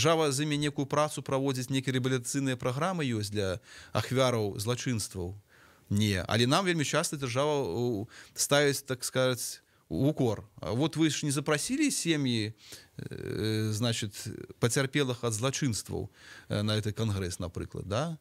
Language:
Belarusian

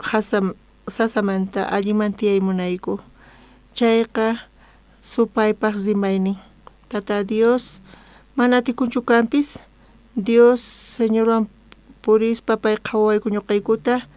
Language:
South Bolivian Quechua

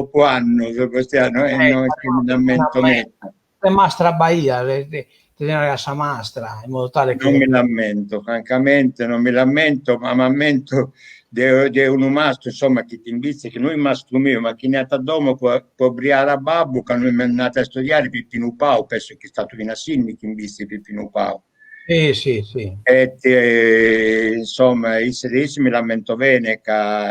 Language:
Sardinian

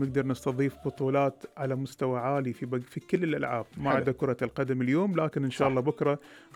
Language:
Gulf Arabic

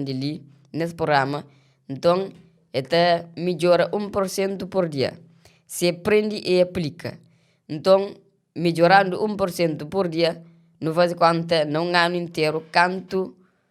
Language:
Kabuverdianu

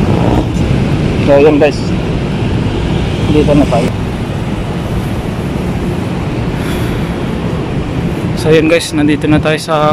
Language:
Filipino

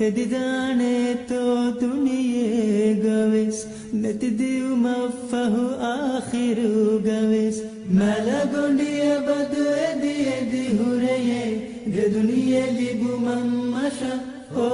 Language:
Divehi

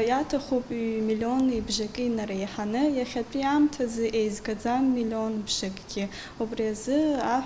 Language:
Abkhazian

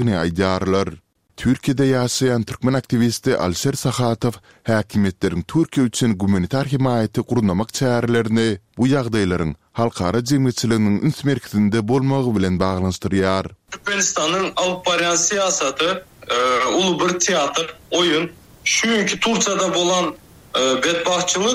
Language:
Turkmen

